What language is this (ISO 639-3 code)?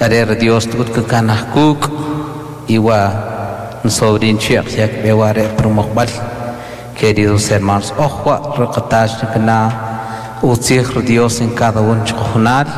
quc